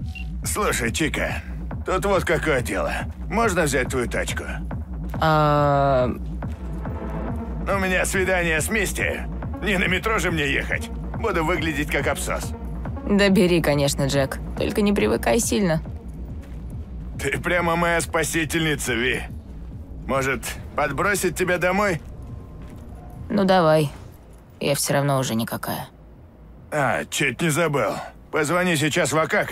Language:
Russian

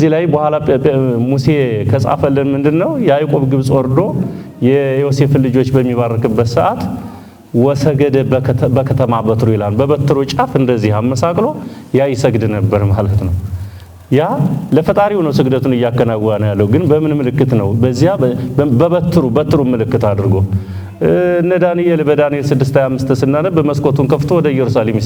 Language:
Amharic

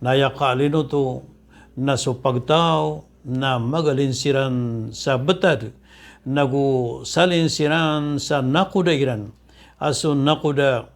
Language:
Maranao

